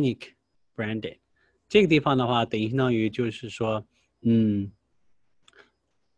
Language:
Chinese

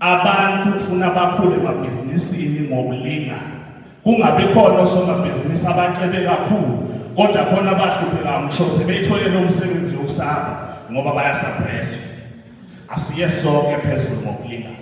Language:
Zulu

